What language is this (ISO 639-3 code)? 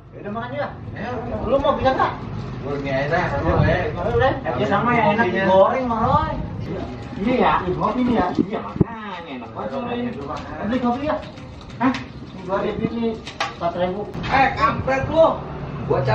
bew